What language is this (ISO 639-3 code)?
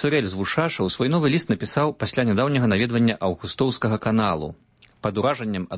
bel